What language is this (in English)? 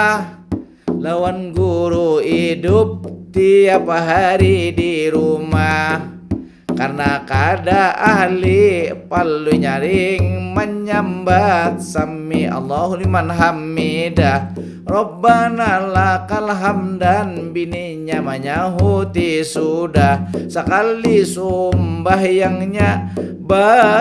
Banjar